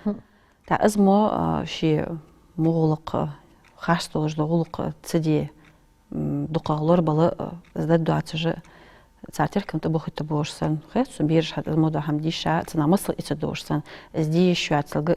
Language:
Ingush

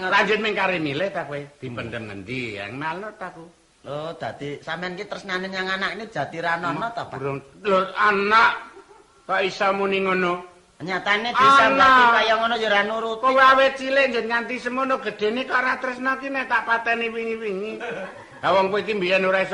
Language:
Javanese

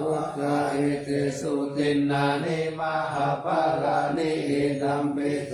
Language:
Pali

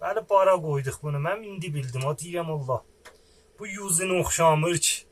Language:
South Azerbaijani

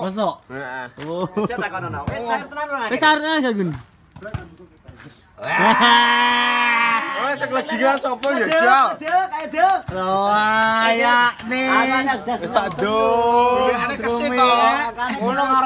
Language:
Javanese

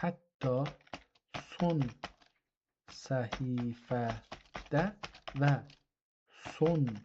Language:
South Azerbaijani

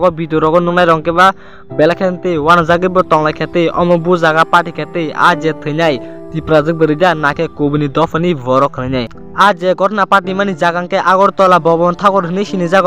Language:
Kok Borok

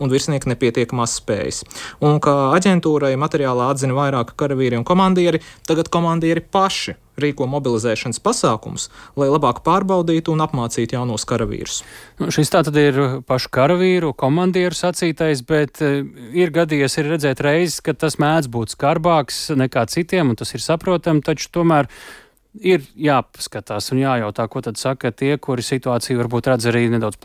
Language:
Latvian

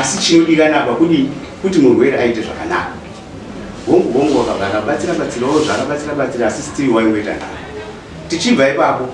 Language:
Shona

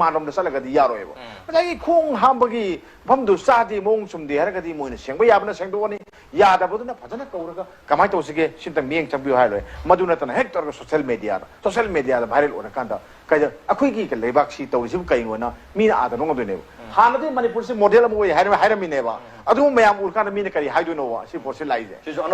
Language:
Manipuri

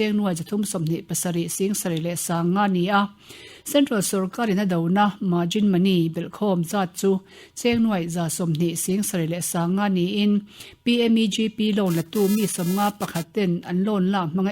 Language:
Mizo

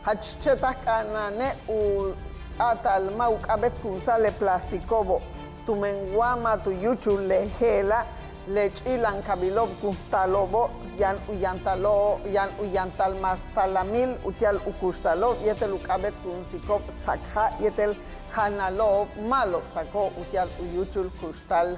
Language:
Yucateco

